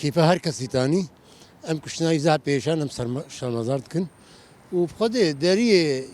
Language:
Kurdish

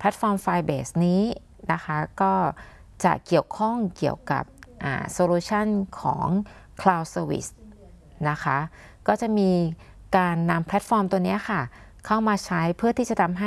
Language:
Thai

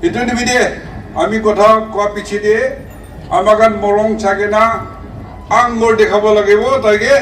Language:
Naga Pidgin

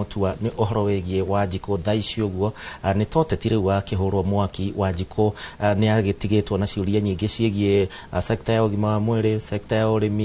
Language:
Kikuyu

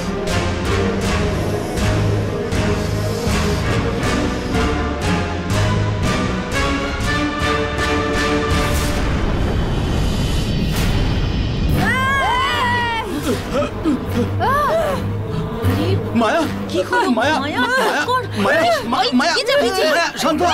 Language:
Bangla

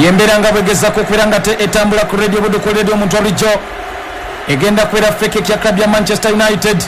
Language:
Ganda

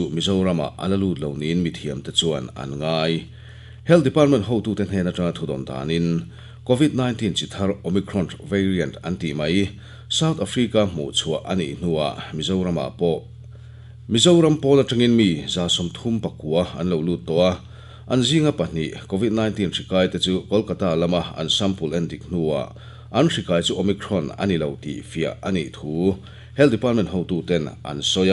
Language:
Mizo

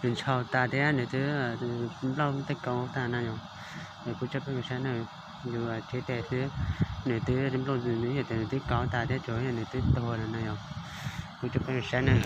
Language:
Hmong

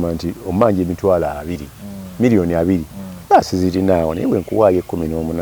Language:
Ganda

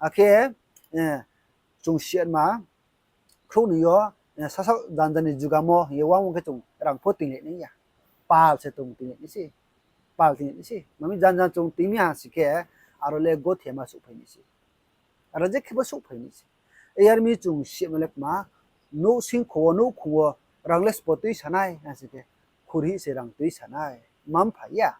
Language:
Riang (India)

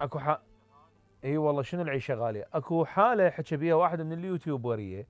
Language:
Mesopotamian Arabic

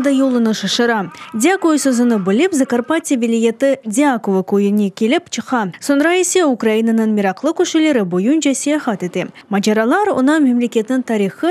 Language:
Crimean Tatar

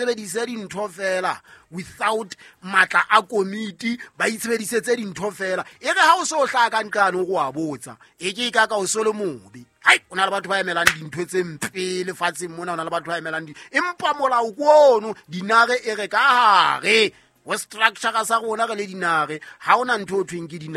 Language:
Southern Sotho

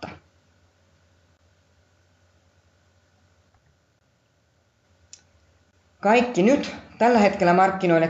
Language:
Finnish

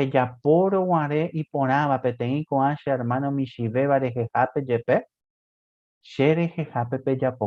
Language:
Guarani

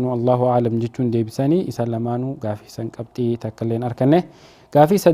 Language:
Oromo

